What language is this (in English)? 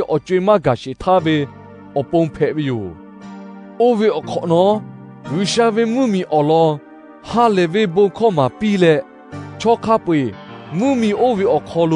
Lahu